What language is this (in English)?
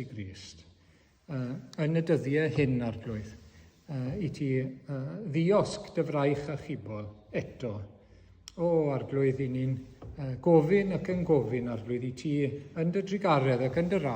Welsh